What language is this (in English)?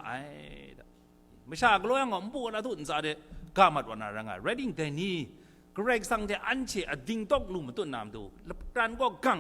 Kachin